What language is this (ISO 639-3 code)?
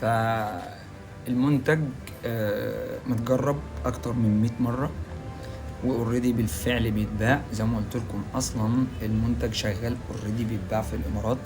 arz